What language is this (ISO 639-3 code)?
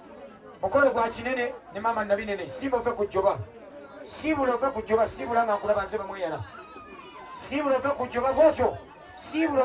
lug